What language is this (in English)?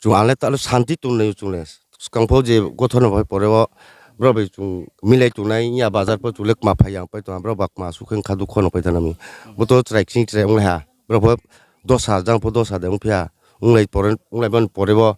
Riang (India)